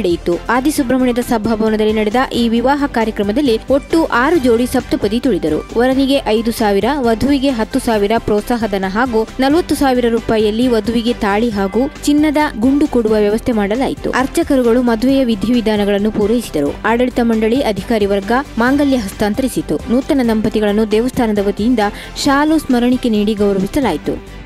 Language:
Kannada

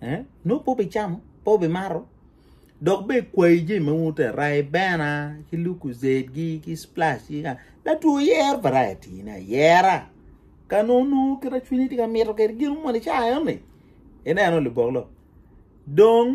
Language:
Acoli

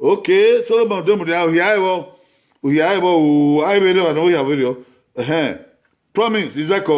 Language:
Bini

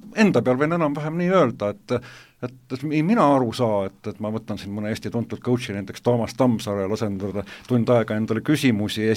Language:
Estonian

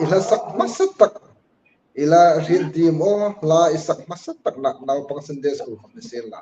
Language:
Hmar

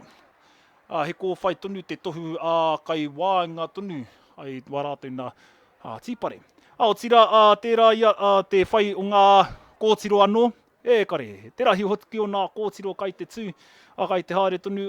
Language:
Māori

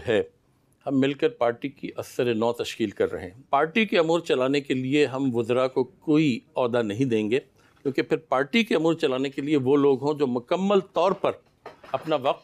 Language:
Urdu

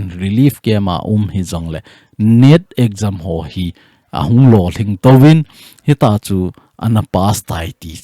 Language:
Thado Chin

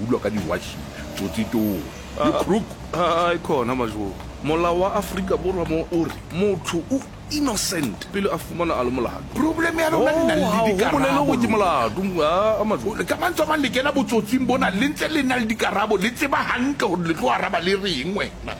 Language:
Southern Sotho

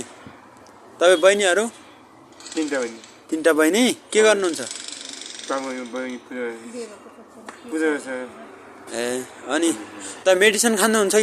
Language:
Nepali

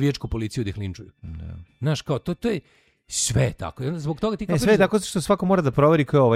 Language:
Serbian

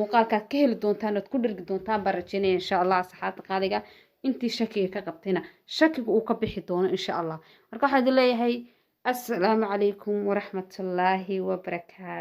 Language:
Somali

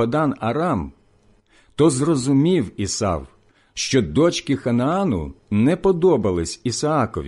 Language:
Ukrainian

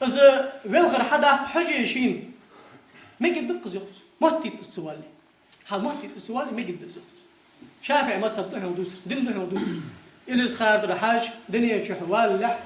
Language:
Ingush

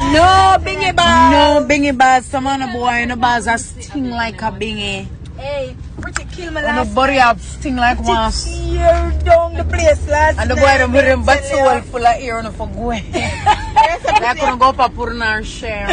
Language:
Jamaican Creole English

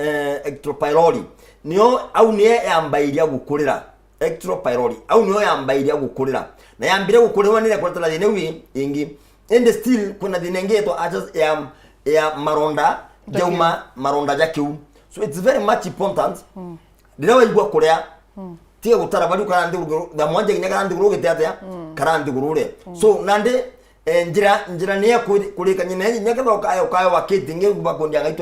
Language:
Meru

